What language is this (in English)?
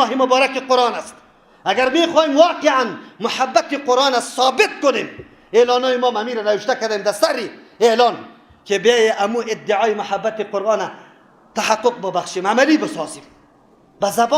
Persian